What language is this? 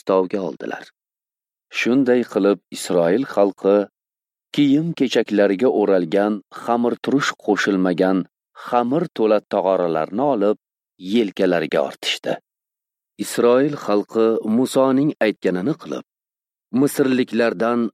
Uzbek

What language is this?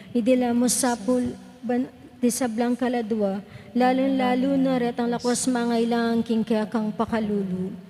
Pampanga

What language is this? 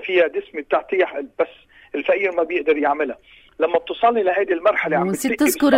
North Levantine Arabic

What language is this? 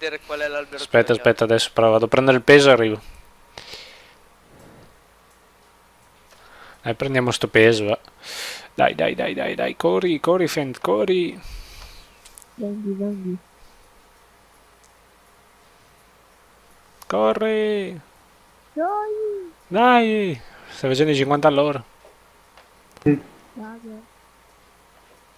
Italian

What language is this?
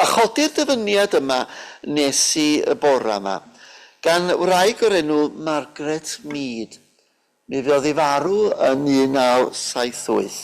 Welsh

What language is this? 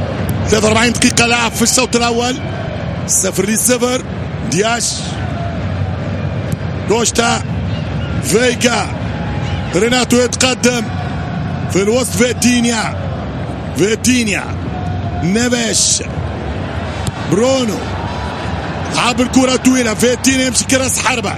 Arabic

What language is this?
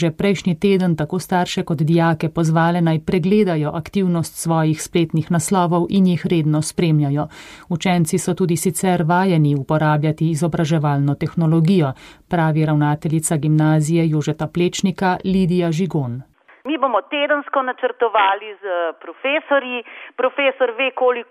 Slovenian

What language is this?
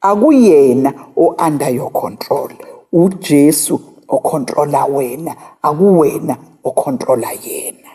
Zulu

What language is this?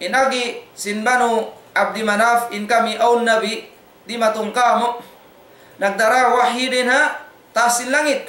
Tausug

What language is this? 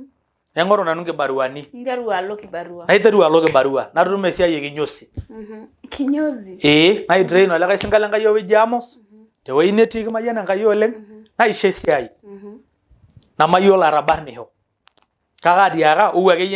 Masai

